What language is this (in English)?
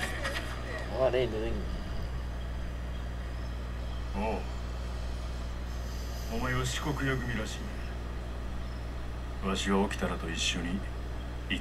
Japanese